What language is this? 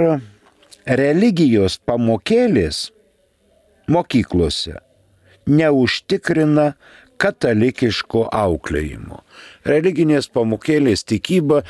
Lithuanian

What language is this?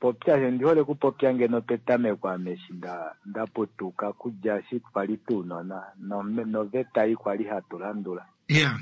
Kuanyama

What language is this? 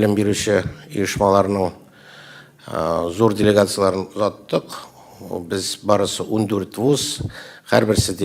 Tatar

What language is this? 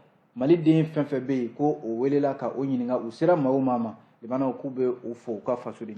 Bambara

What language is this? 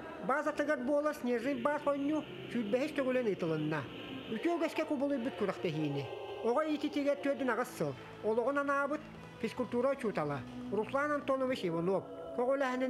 Yakut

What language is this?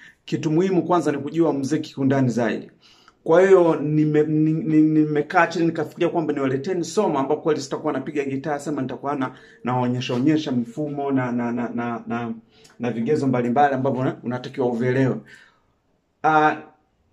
Swahili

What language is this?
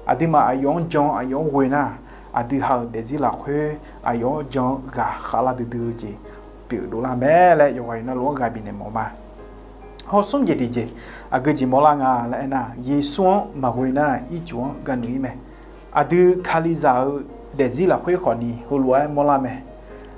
Akha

